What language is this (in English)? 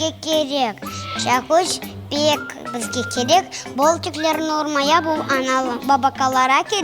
Crimean Tatar